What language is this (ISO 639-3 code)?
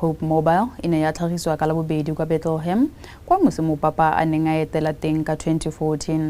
tsn